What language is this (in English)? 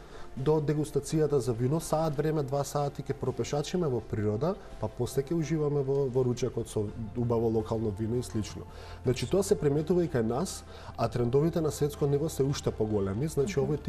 Macedonian